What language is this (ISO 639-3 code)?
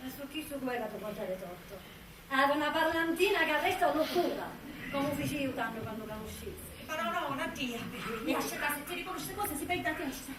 scn